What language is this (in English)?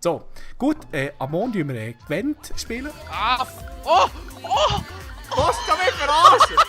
Swiss German